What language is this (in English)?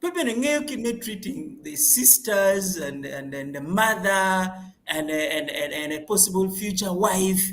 Acoli